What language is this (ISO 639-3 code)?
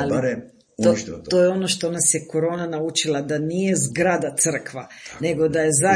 hrv